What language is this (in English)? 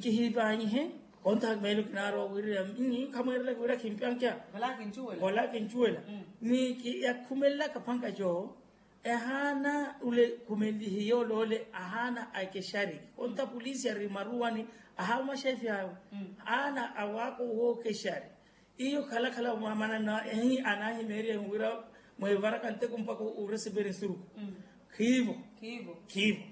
Makhuwa